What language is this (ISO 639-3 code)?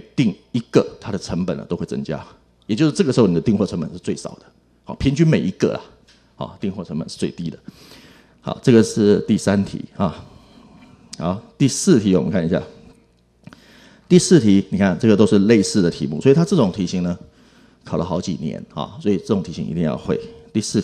zho